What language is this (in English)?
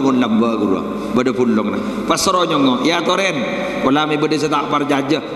Madurese